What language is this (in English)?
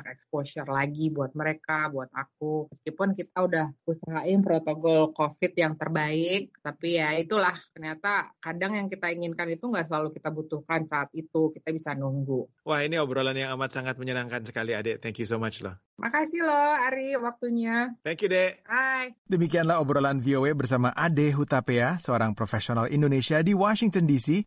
Indonesian